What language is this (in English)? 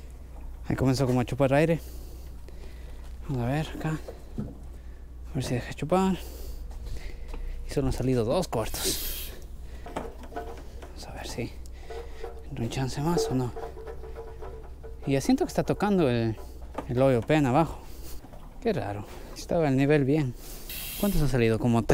Spanish